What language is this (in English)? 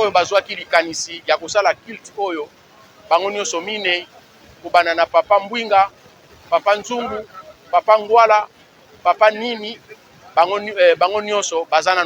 Lingala